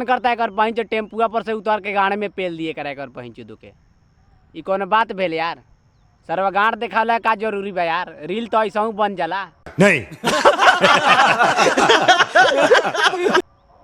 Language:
Bhojpuri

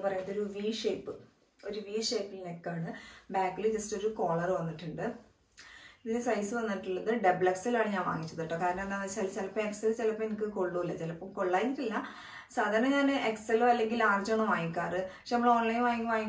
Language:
Malayalam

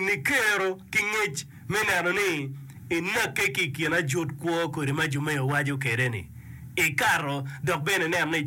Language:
Acoli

